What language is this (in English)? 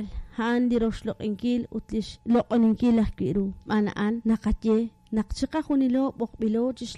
Kekchí